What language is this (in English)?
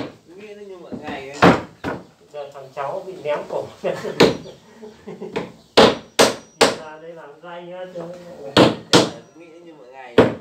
Vietnamese